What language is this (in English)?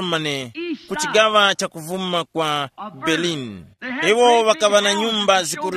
Tumbuka